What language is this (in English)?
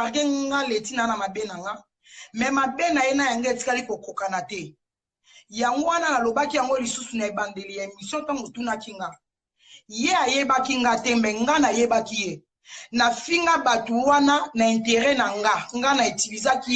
Lingala